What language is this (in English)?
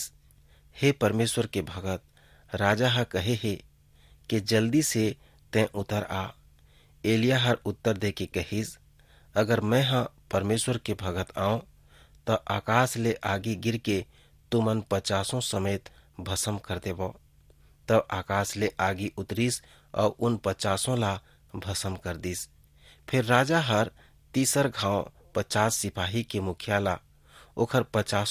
Chhattisgarhi